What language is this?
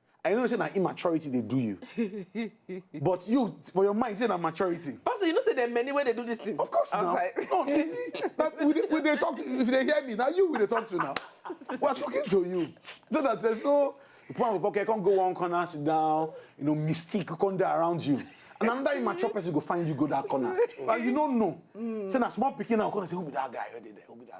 Nigerian Pidgin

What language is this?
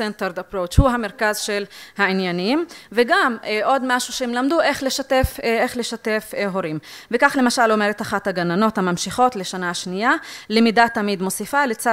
Hebrew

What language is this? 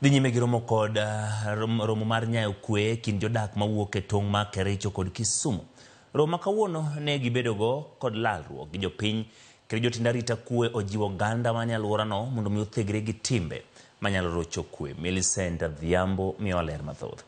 Luo (Kenya and Tanzania)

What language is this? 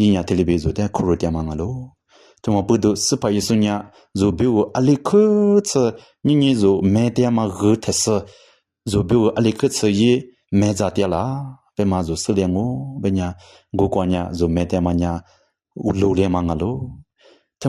Lisu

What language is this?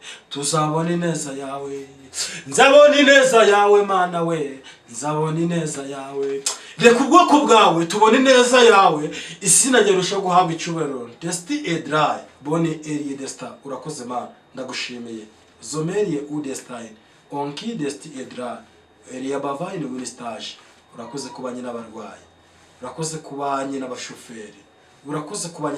Kinyarwanda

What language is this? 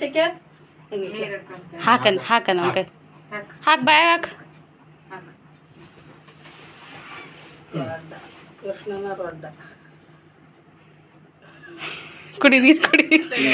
Kannada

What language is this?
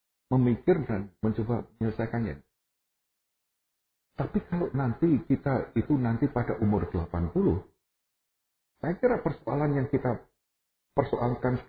Indonesian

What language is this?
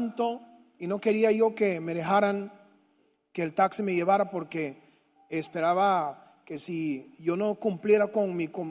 Spanish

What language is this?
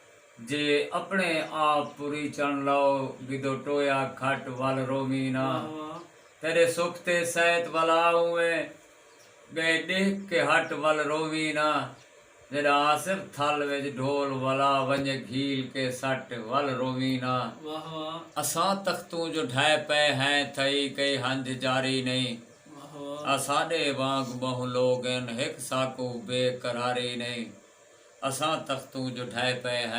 Saraiki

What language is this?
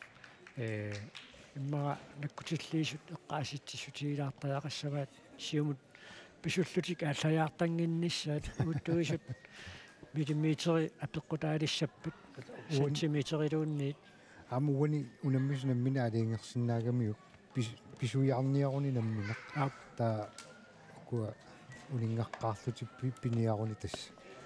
Kalaallisut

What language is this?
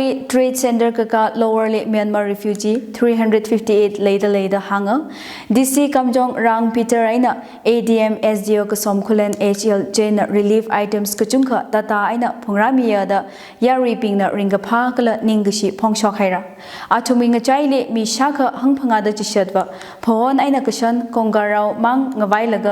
Tangkhul Naga (India)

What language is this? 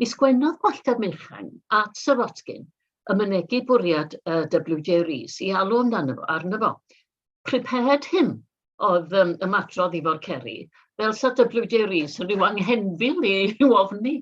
Welsh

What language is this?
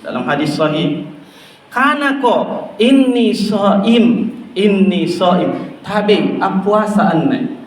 Makasar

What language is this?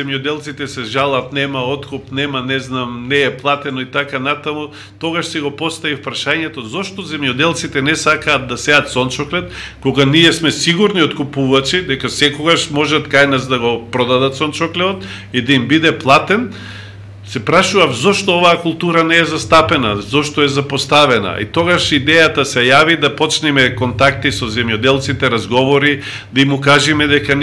Macedonian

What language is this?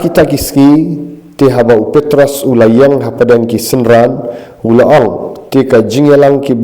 Khasi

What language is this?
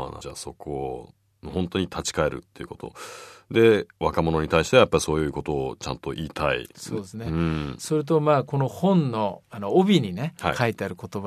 Japanese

